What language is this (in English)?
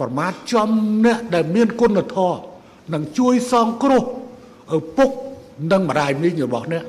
Khmer